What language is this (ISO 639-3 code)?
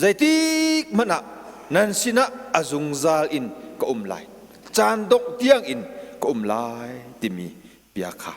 cnh